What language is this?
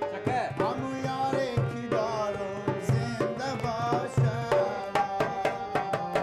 Persian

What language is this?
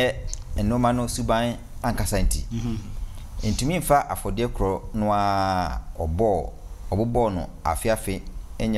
Akan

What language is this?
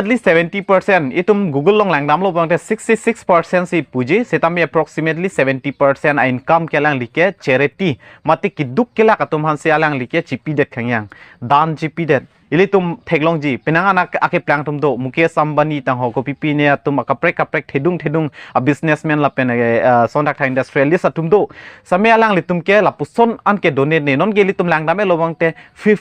Karbi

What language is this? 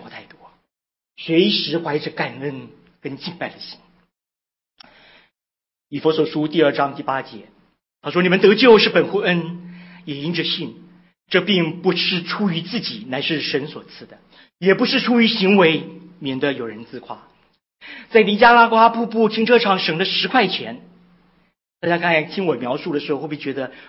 Chinese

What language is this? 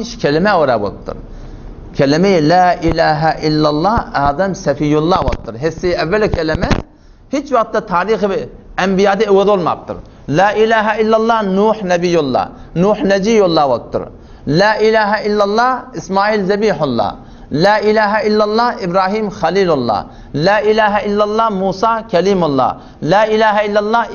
Turkmen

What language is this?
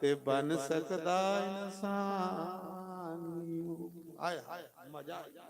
Dogri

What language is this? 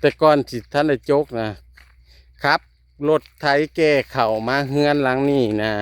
Northeastern Thai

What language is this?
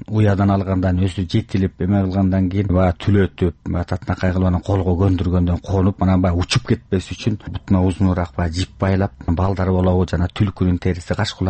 Kyrgyz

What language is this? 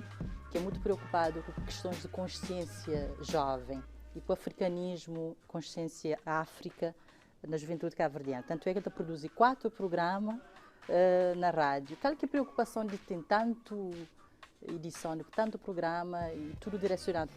Kabuverdianu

